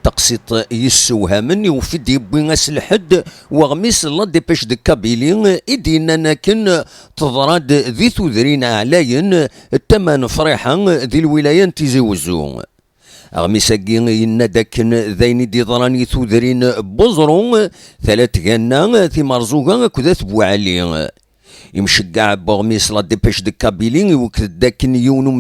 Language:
Kabyle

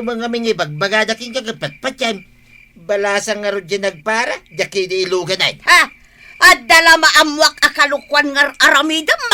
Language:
Iloko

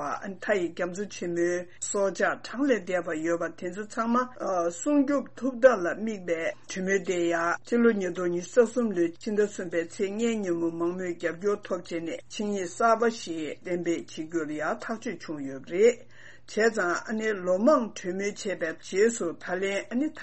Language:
Tibetan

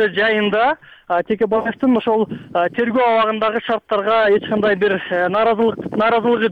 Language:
Kyrgyz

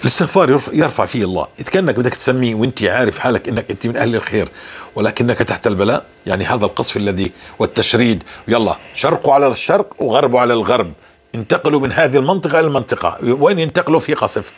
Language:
North Levantine Arabic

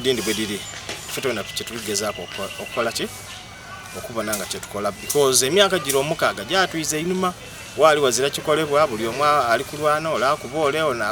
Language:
Soga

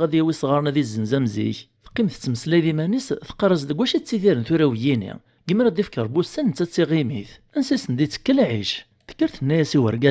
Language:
Kabyle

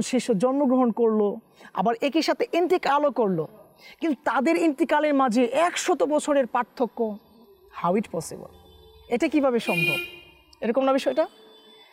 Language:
Bangla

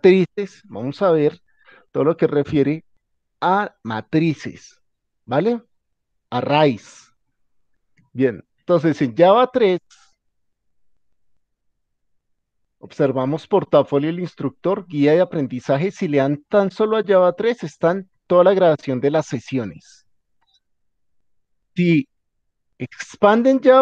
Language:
Spanish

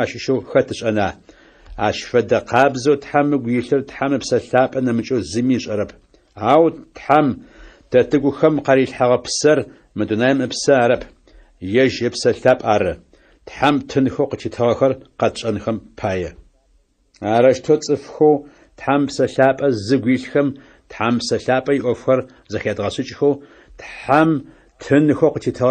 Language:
Adyghe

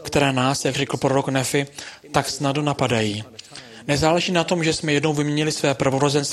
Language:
Czech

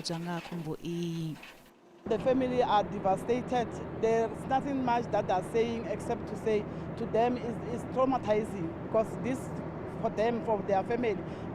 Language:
Venda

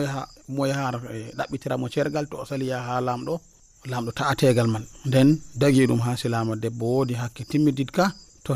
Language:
Nigerian Fulfulde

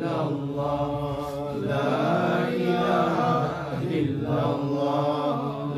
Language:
Sylheti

